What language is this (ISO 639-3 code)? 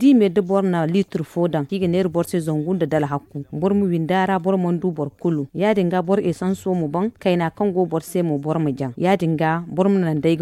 dje